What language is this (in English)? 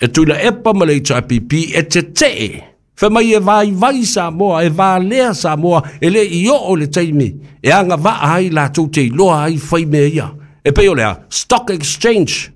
Samoan